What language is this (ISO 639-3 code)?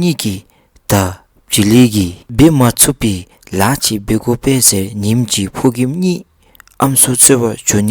dzo